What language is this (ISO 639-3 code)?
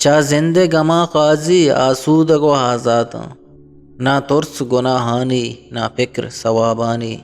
bgp